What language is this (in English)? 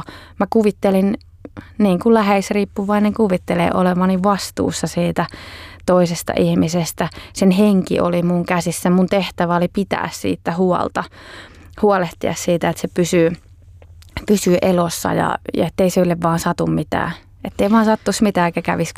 Finnish